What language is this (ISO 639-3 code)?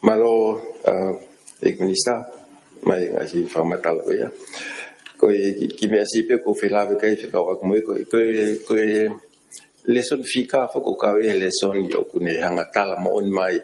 ton